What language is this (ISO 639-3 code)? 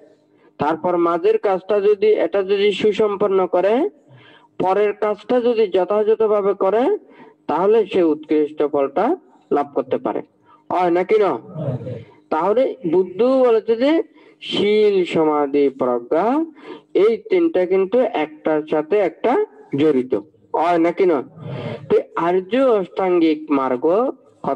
ben